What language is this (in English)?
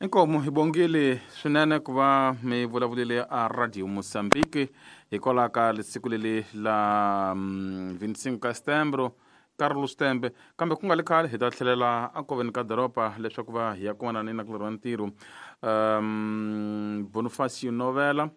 Tsonga